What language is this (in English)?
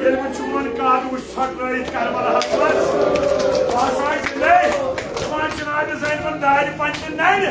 Kashmiri